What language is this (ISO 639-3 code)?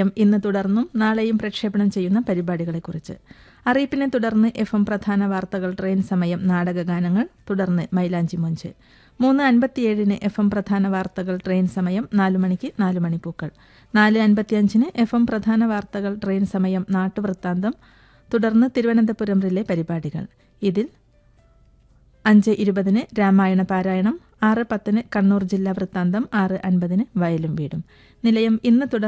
mal